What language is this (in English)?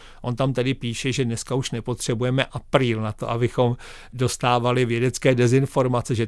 Czech